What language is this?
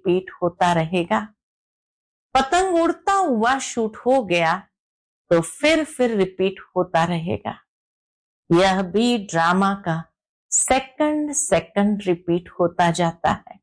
Hindi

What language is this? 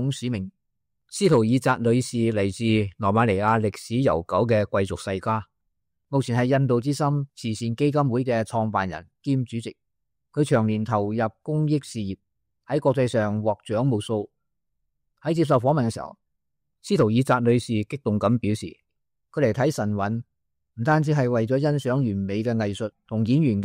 Cantonese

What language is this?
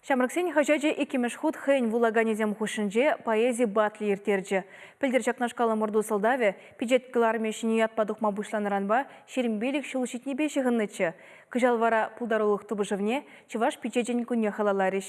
Chuvash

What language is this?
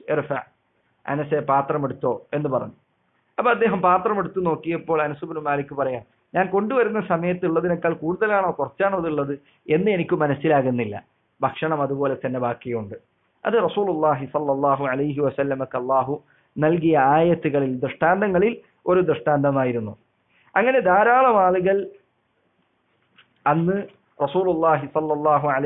Malayalam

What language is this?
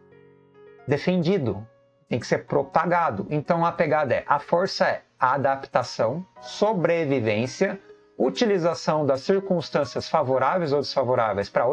Portuguese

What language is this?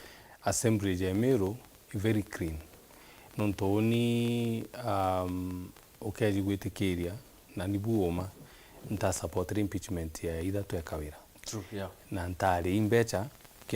Meru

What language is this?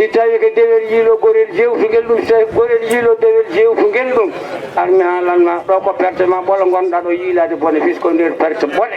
Fula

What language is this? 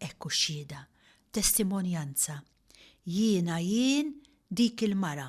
Maltese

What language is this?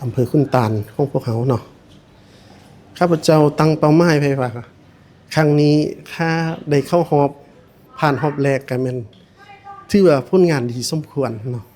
Lao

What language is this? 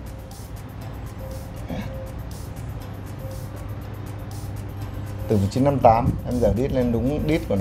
Vietnamese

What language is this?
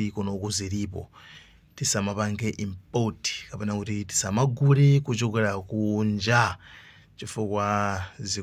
Nyanja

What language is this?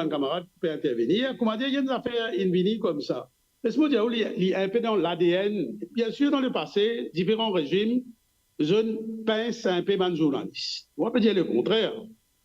Morisyen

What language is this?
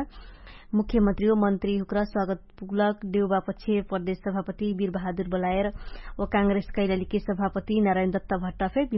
Dangaura Tharu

